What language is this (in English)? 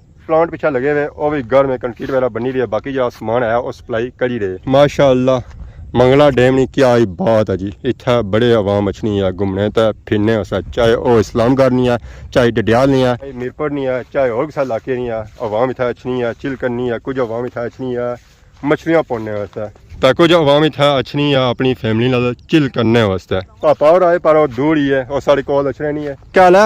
Pahari-Potwari